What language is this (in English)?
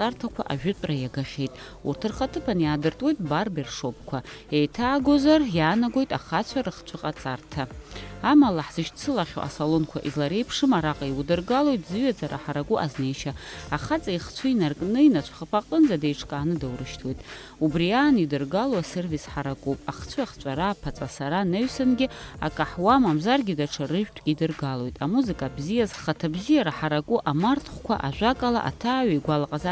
Abkhazian